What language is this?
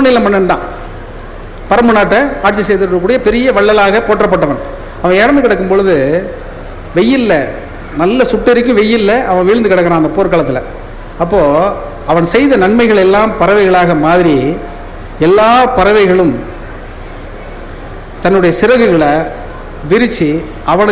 Tamil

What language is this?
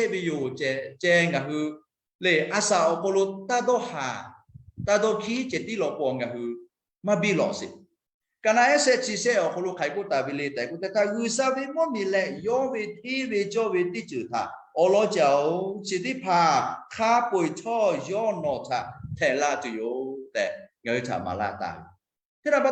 Lahu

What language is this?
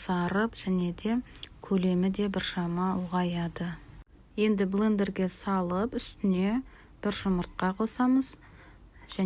Kazakh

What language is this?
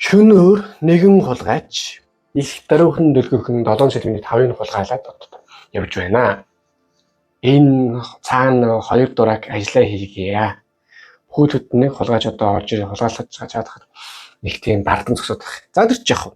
Mongolian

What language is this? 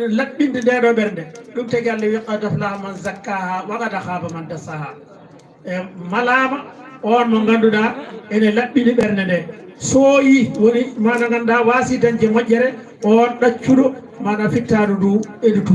Fula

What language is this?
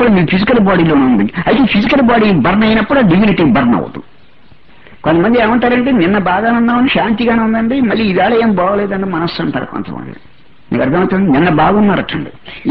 Telugu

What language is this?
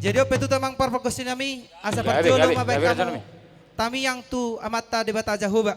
Batak Toba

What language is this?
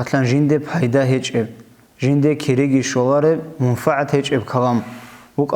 Avaric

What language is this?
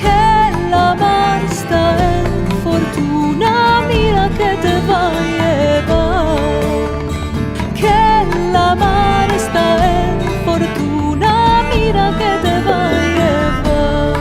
Ladino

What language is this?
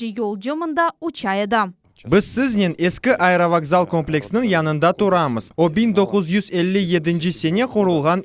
Crimean Tatar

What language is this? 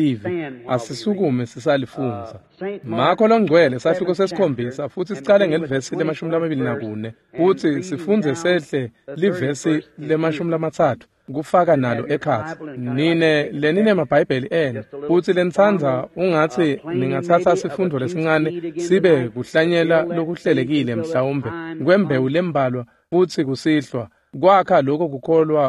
Swati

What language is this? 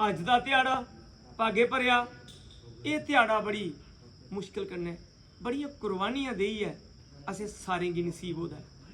Dogri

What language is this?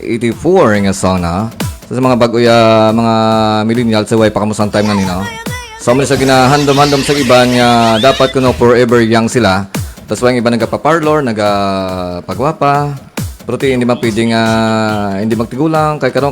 Hiligaynon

